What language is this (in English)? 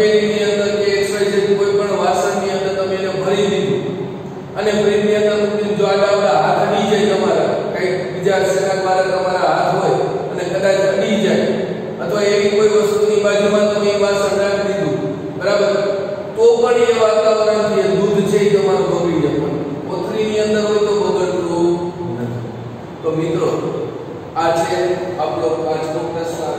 Gujarati